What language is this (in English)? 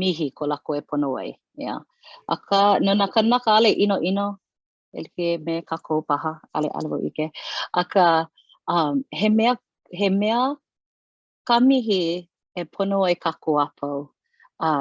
Hawaiian